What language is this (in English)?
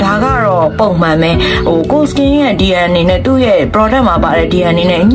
Burmese